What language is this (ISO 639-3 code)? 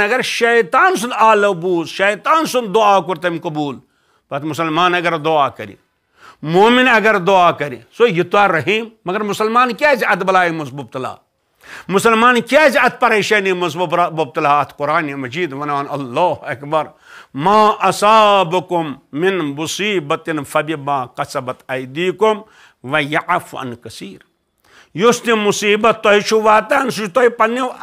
kas